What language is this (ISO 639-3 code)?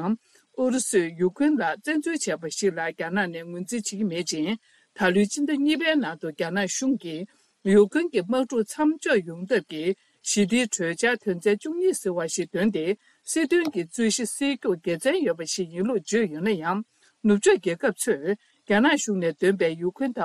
bod